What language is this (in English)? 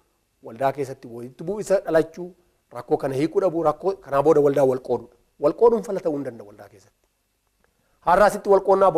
Oromo